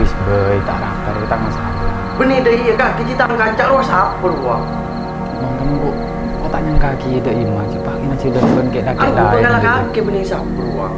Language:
Madurese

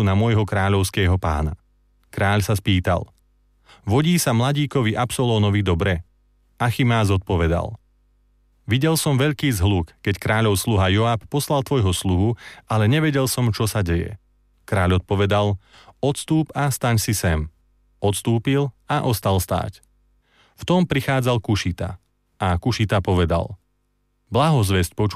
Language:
Slovak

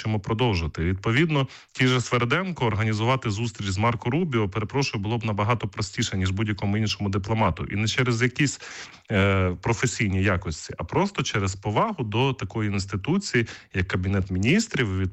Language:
Ukrainian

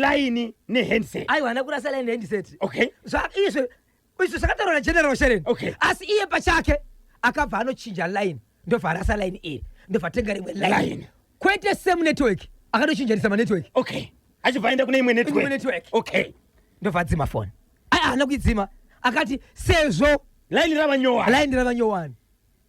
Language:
Shona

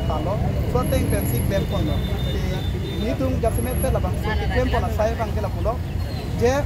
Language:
Karbi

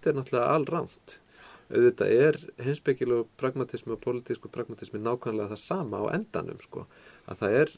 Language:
Icelandic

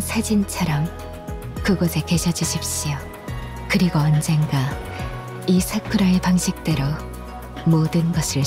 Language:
Korean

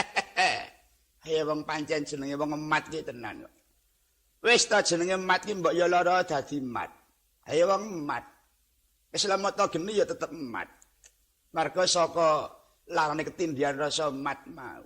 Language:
Javanese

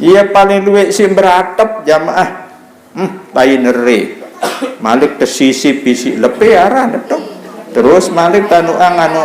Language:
Sasak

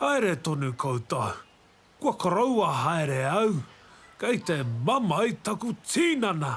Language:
Māori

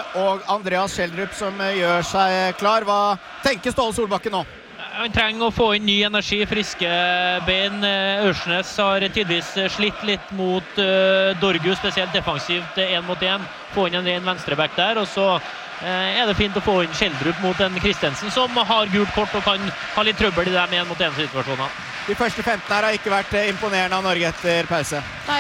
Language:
Norwegian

